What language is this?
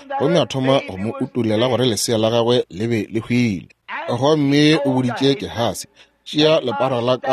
Northern Sotho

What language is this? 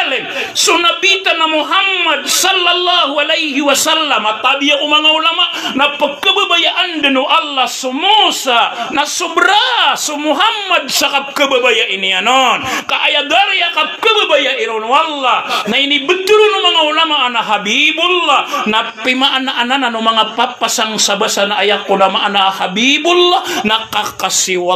Maranao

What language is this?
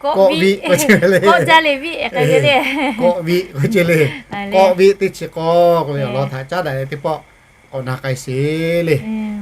Lahu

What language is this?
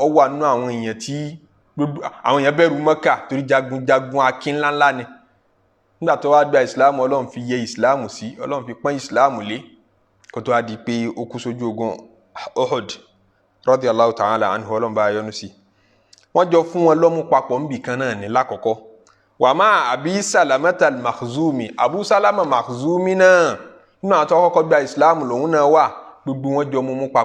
Yoruba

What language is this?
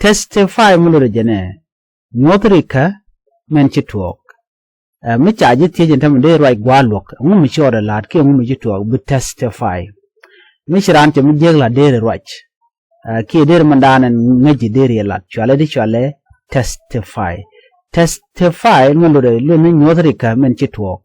Nuer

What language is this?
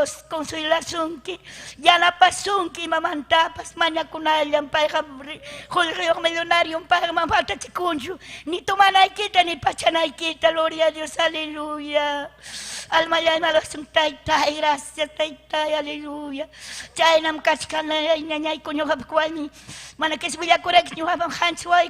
Ayacucho Quechua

